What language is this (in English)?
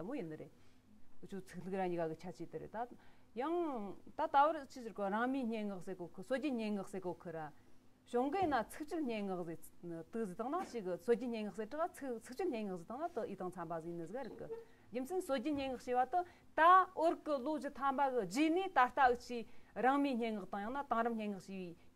Tibetan